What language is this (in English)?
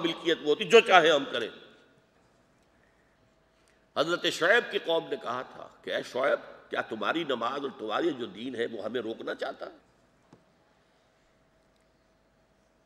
Urdu